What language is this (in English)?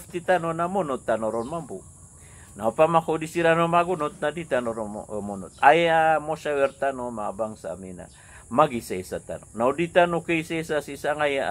Maranao